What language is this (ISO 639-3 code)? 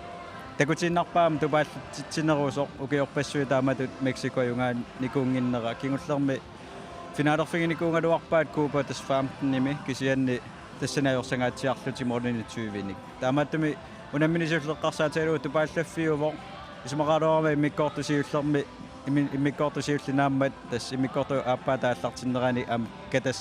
kal